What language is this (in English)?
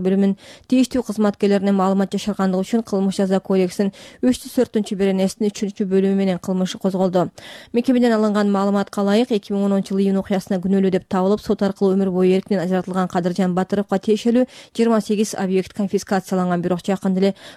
Kyrgyz